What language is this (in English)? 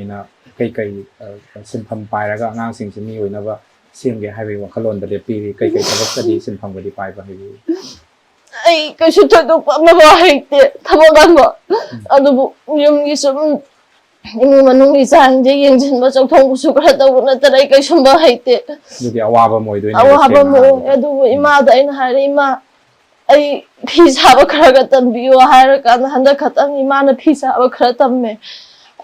Manipuri